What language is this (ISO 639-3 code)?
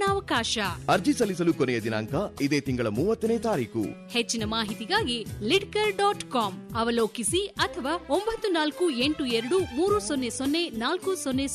kan